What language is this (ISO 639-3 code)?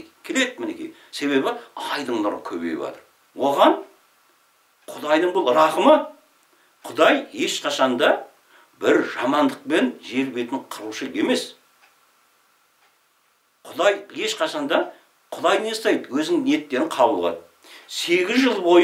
kaz